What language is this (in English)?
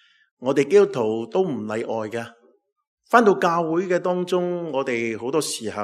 Cantonese